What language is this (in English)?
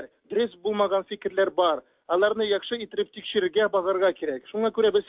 Tatar